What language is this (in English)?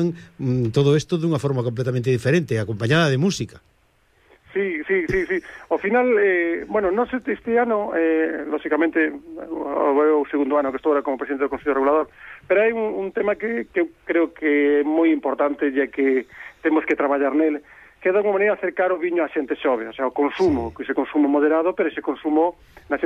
Galician